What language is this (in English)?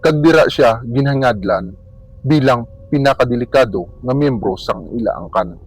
Hiligaynon